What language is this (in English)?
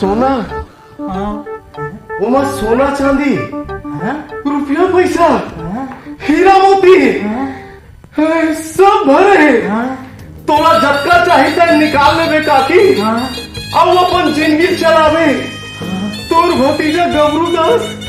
Chhattisgarhi